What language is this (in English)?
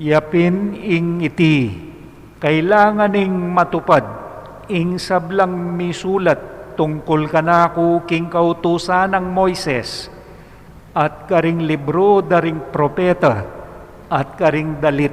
Pampanga